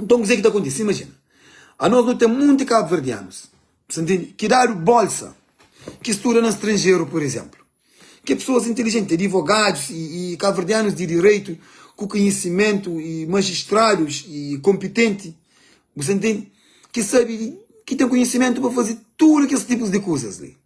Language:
Kabuverdianu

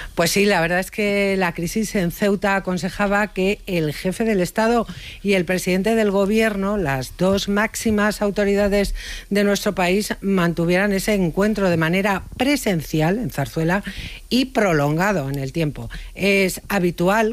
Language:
Spanish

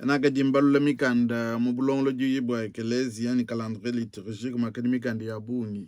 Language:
Luba-Lulua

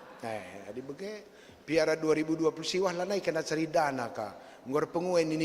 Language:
Batak Karo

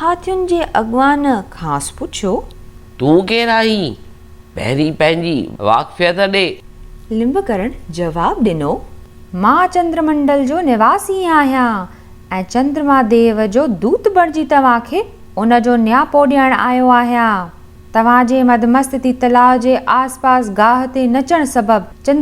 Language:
Sindhi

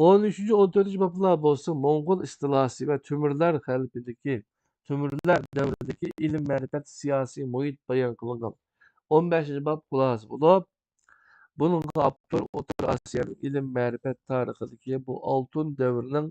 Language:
Uyghur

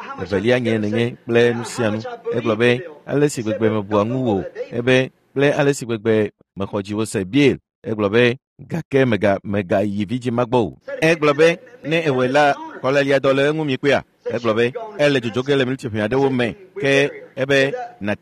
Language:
Ewe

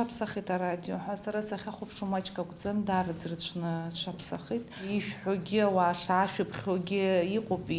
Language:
Abkhazian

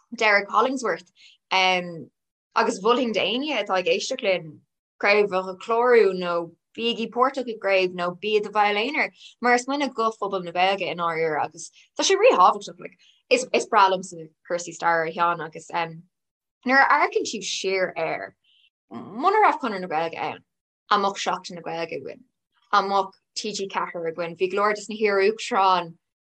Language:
Irish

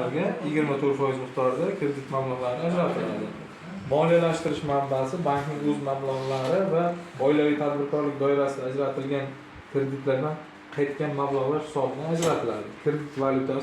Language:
Uzbek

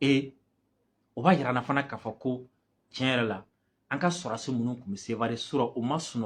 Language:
Bambara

